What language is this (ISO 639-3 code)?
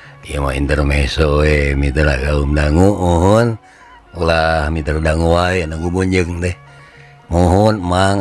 sun